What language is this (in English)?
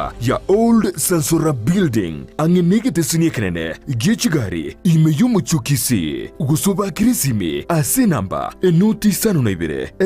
Gusii